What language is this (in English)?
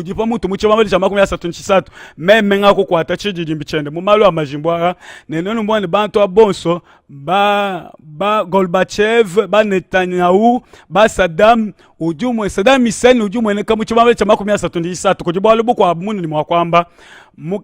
Luba-Lulua